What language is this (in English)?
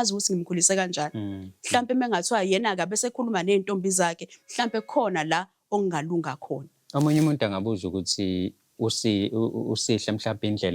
Zulu